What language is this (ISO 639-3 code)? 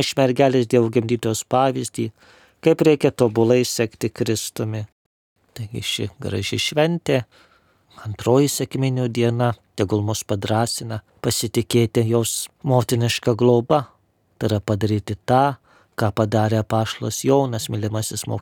lit